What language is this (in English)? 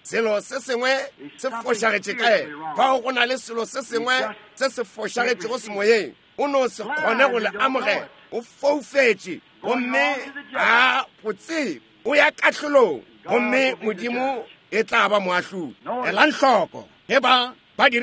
Northern Sotho